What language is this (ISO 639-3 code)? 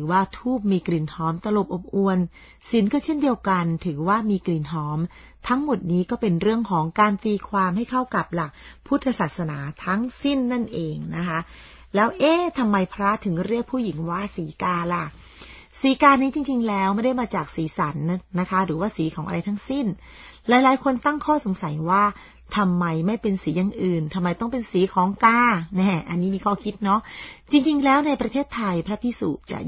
tha